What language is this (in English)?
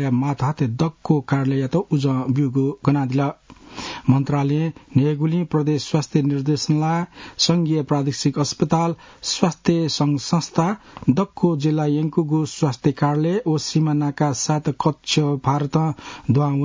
Newari